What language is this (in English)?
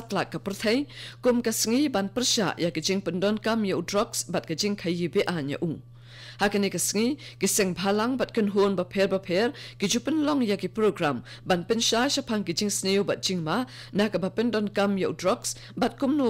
Khasi